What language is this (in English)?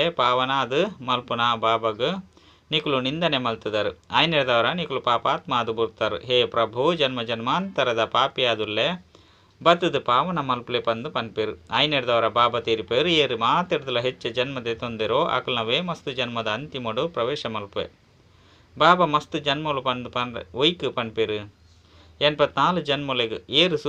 Tulu